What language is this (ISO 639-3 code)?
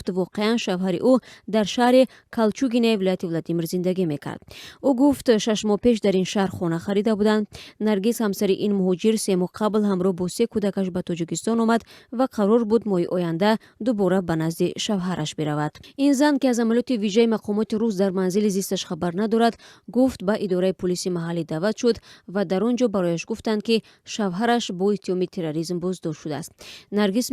tgk